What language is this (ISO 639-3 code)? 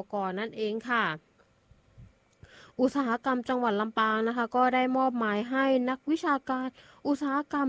tha